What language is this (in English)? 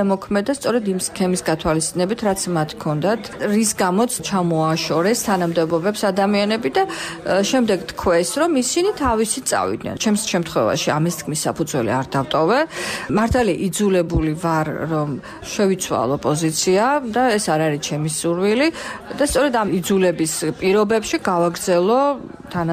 Georgian